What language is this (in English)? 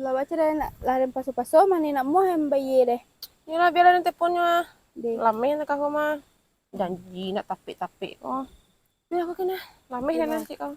Minangkabau